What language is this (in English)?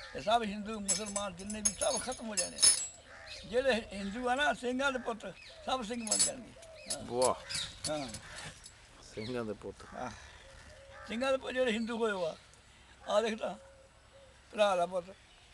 Punjabi